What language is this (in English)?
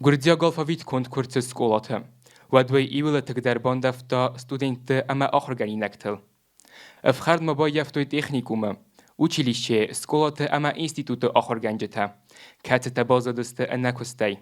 Ossetic